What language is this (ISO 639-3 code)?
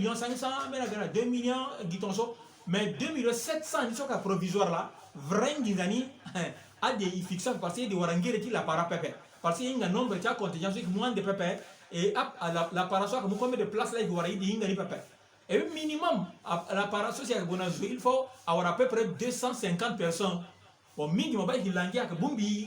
sag